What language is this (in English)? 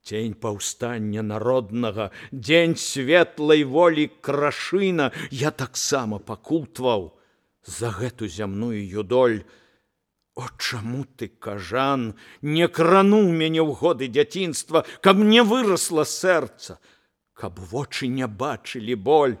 Belarusian